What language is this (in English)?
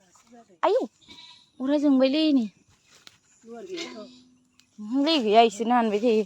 Bodo